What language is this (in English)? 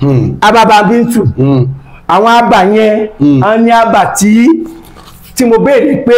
Yoruba